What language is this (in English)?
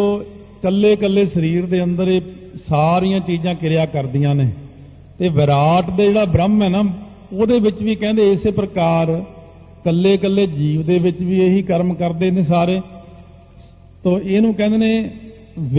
Punjabi